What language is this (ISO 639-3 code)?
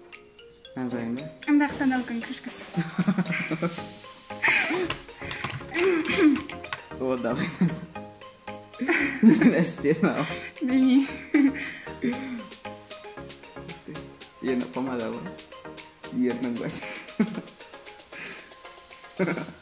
kaz